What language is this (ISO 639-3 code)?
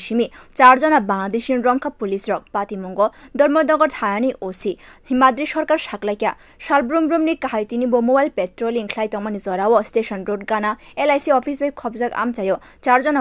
trp